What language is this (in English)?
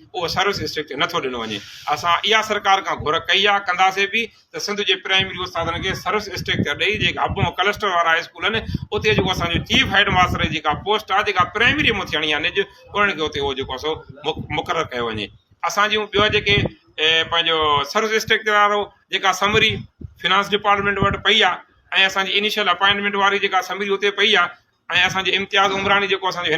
Sindhi